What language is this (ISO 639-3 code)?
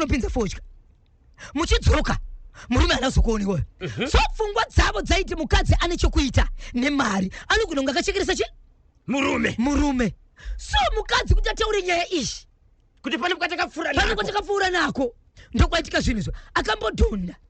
sna